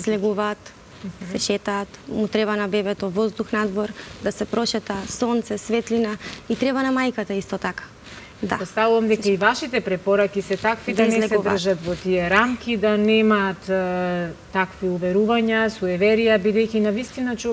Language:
Macedonian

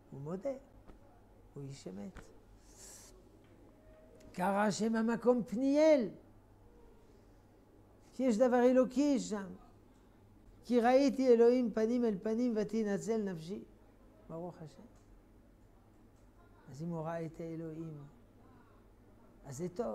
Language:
Hebrew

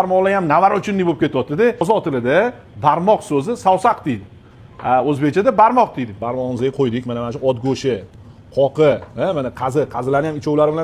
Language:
Uzbek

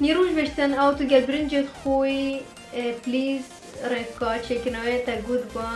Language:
Kurdish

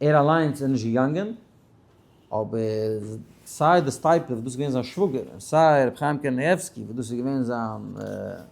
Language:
Yiddish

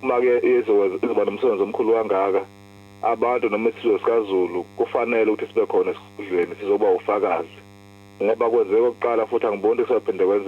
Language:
Zulu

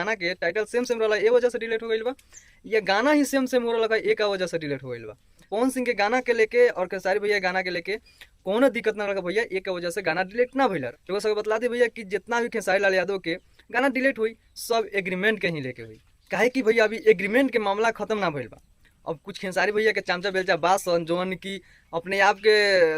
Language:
Bhojpuri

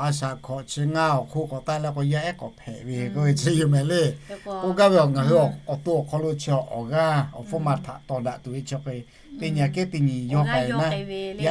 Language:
Lahu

